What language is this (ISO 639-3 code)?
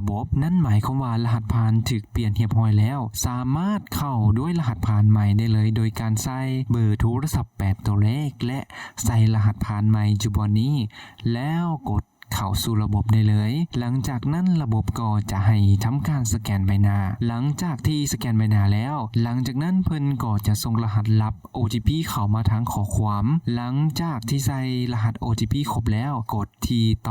lao